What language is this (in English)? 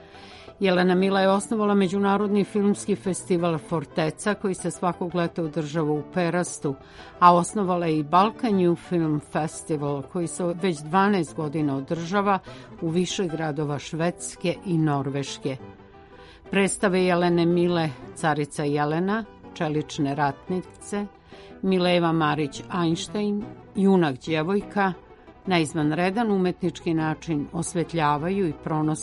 Serbian